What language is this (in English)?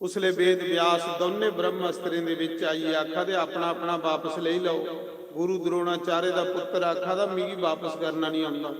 Dogri